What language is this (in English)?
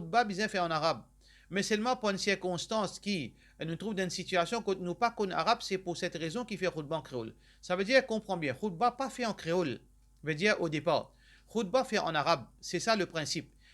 Morisyen